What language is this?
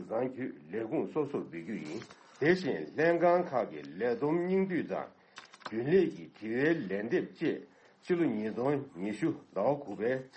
Tibetan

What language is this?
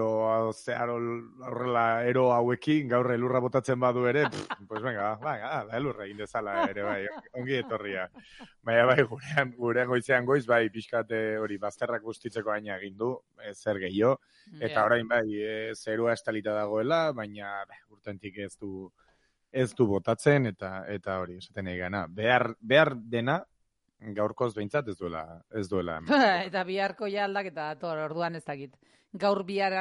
Basque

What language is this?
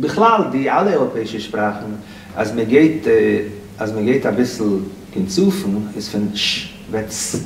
Yiddish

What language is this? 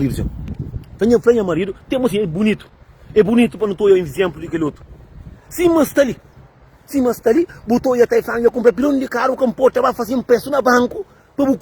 Kabuverdianu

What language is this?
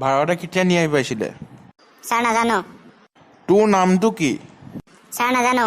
Assamese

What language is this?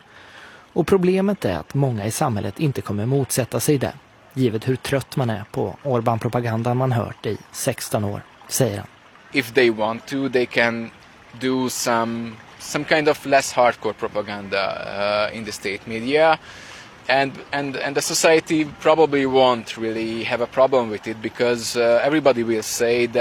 Swedish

